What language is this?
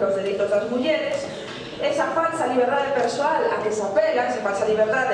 Galician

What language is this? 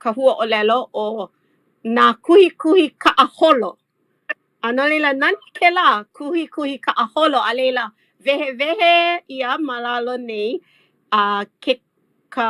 Hawaiian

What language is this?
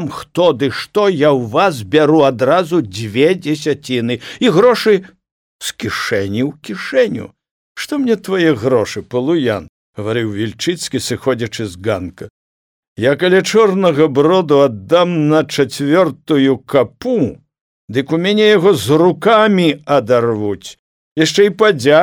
Belarusian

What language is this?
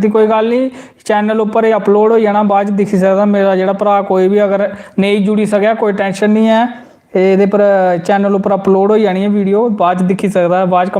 Dogri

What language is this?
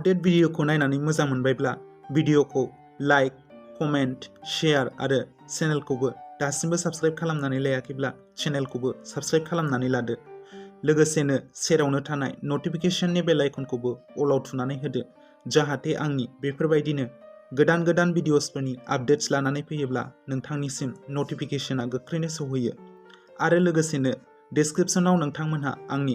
Bodo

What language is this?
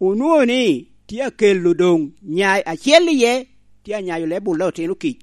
Lango (Uganda)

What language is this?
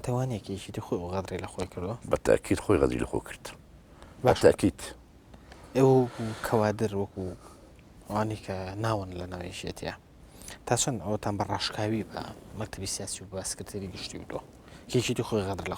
Central Kurdish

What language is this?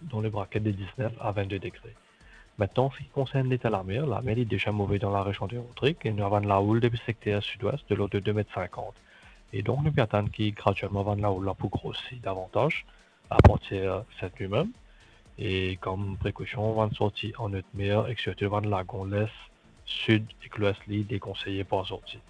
Morisyen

